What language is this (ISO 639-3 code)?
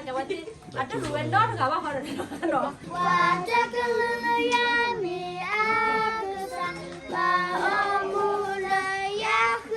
ksw